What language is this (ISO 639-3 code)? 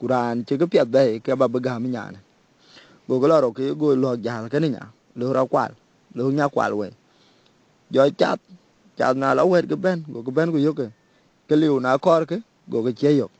din